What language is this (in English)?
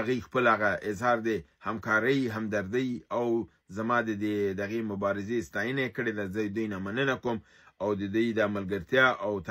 Pashto